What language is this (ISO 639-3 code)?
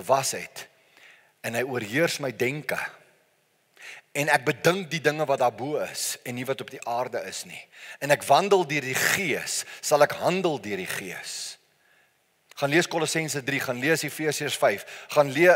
afr